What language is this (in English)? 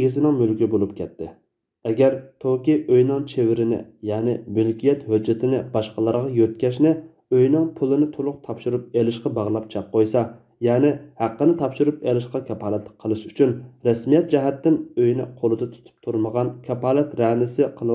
Uyghur